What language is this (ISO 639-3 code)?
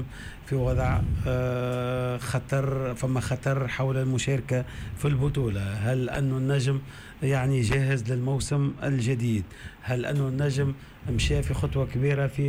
aeb